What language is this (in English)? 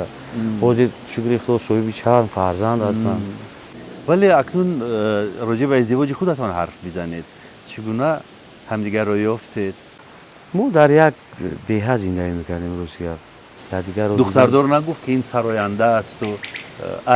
Tajik